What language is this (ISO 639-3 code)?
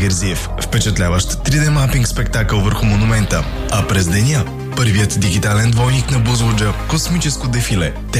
bul